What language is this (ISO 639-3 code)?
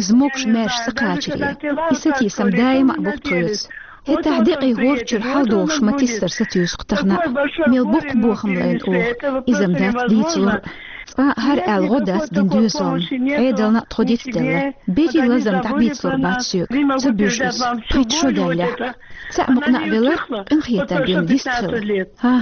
che